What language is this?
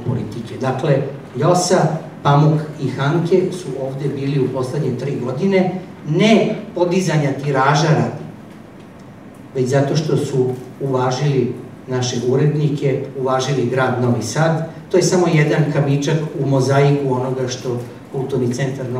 Serbian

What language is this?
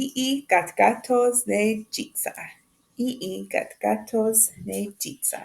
Mohawk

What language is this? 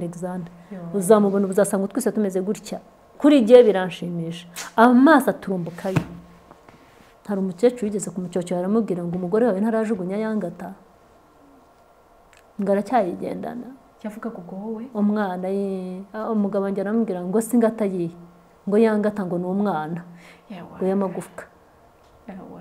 Kinyarwanda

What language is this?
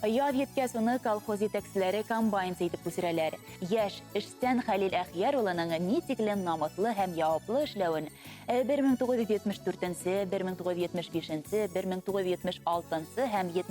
Bashkir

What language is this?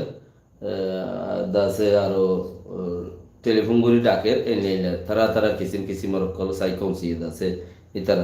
Rohingya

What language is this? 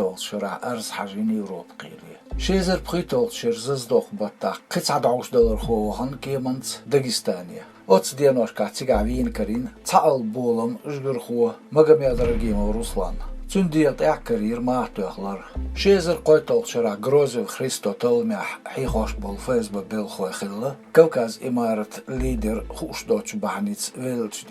Chechen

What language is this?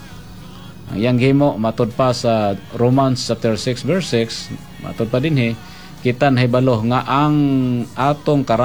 Cebuano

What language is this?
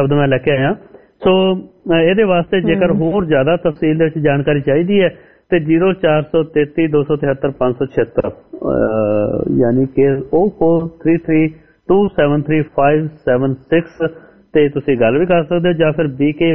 Punjabi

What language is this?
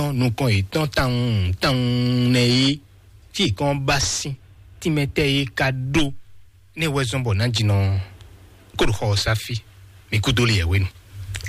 Fon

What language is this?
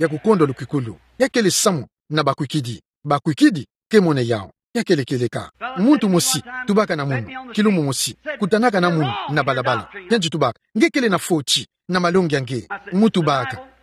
Kituba (Democratic Republic of Congo)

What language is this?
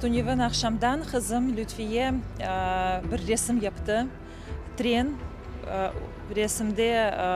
Crimean Tatar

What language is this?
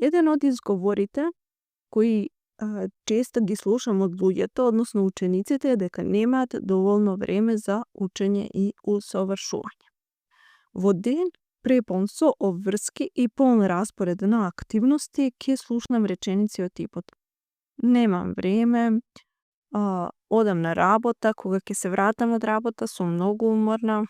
Macedonian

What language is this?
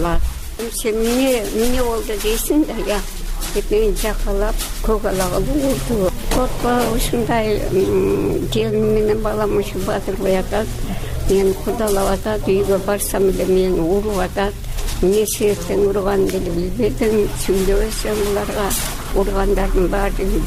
Kyrgyz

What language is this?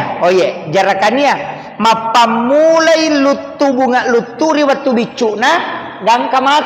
Buginese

